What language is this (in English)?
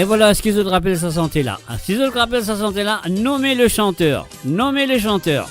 Morisyen